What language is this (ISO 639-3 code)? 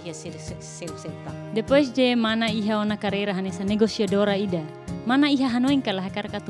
tet